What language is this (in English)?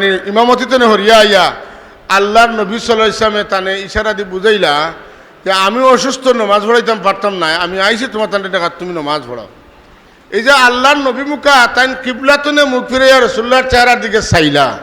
Sylheti